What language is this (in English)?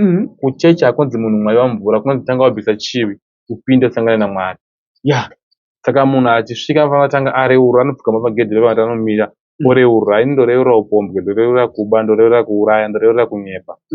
Shona